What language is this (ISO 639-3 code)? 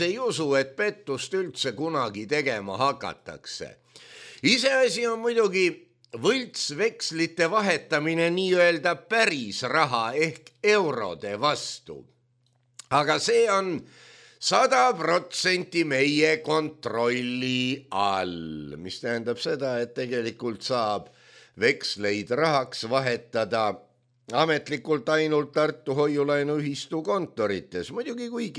est